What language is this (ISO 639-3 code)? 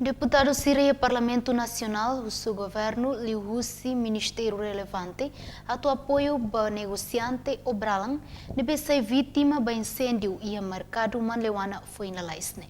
tet